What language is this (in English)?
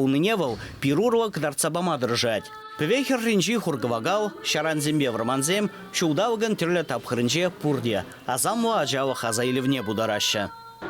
Chuvash